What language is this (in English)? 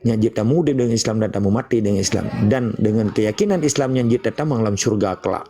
Achinese